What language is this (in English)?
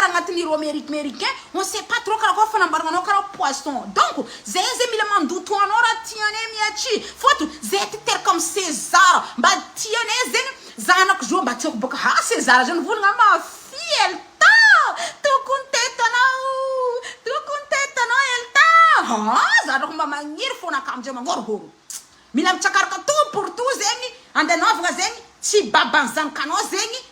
Malagasy